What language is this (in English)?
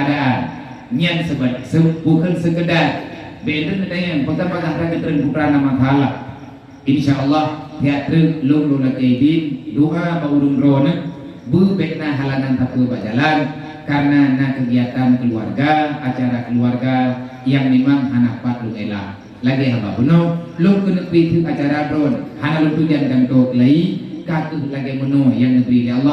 Achinese